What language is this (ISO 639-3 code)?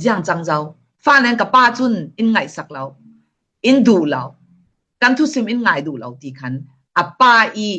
cfm